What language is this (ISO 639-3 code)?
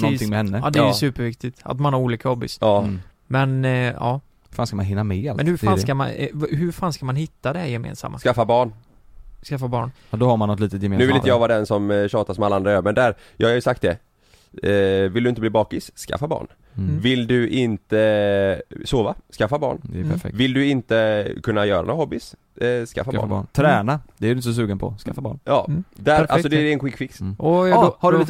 swe